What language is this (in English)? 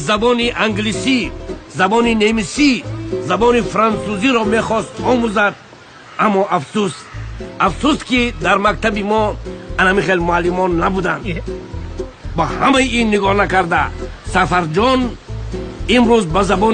Tajik